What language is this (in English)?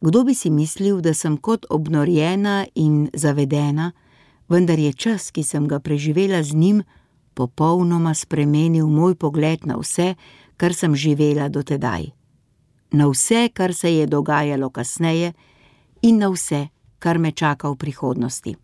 Slovenian